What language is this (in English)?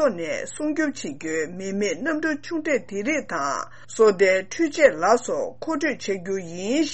Tibetan